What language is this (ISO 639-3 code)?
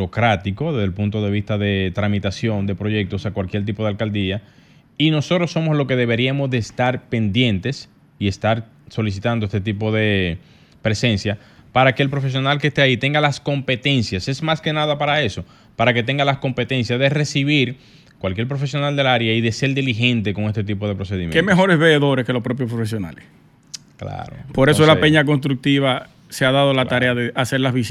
spa